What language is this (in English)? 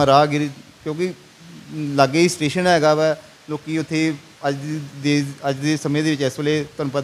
Punjabi